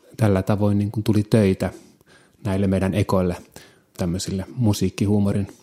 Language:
Finnish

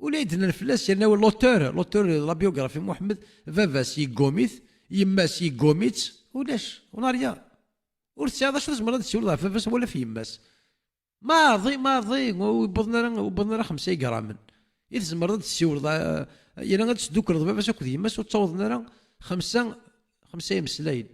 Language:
Kabyle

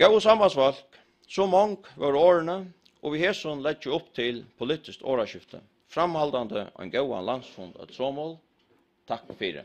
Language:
Faroese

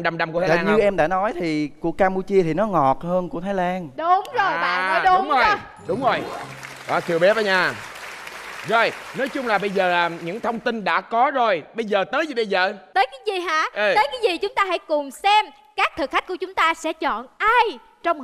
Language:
Vietnamese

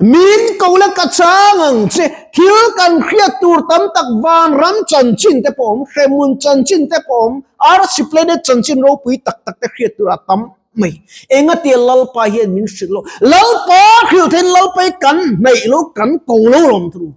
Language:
Mizo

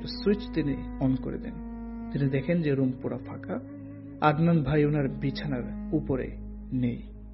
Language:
Bangla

